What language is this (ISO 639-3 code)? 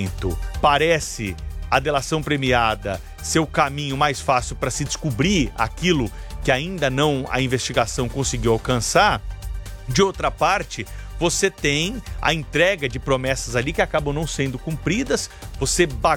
por